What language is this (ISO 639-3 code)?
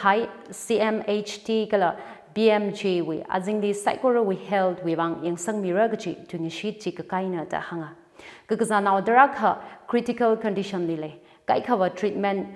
nmf